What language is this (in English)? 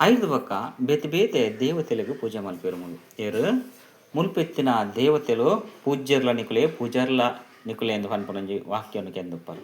Tulu